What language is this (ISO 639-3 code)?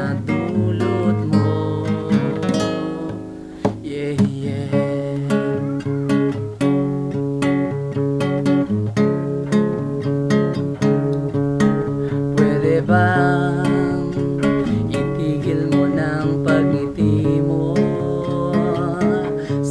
fil